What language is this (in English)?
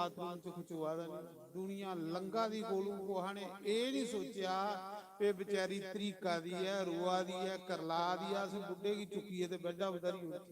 Dogri